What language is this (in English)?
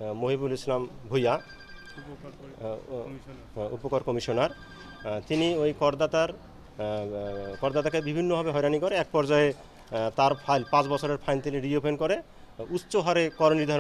Bangla